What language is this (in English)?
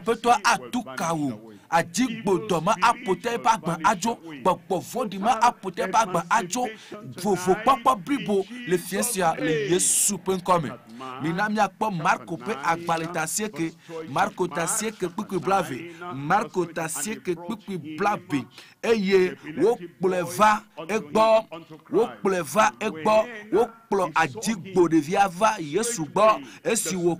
Ewe